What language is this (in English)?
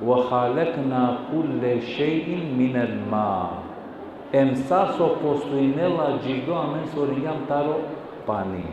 Balkan Romani